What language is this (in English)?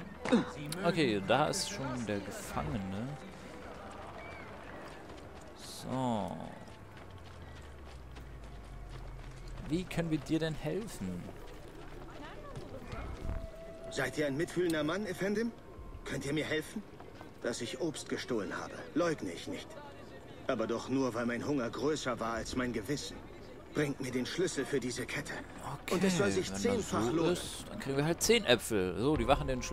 German